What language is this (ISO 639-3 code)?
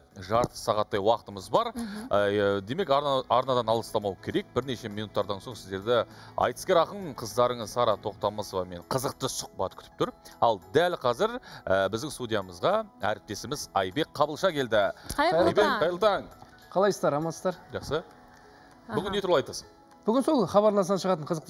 kaz